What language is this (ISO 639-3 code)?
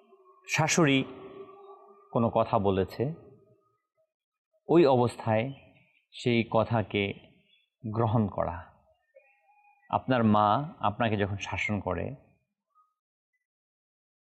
ben